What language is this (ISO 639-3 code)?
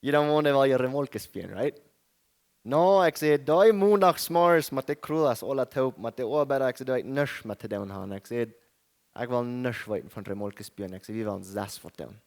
pdt